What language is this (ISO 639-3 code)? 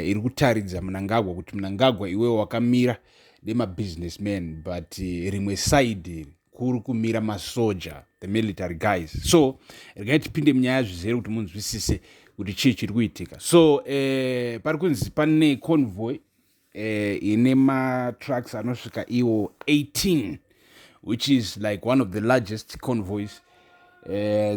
sna